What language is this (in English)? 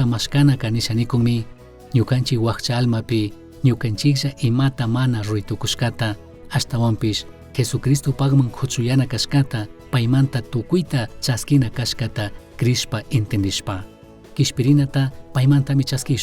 Chimborazo Highland Quichua